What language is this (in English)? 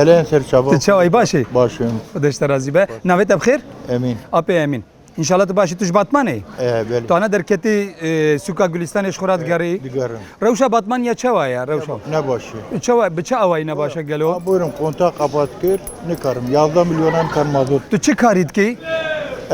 Kurdish